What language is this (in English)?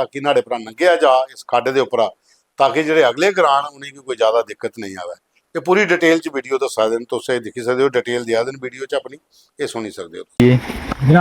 Dogri